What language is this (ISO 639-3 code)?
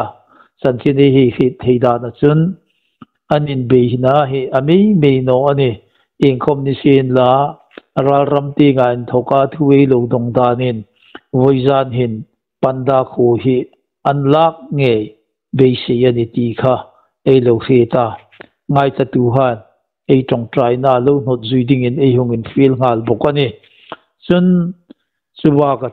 hmr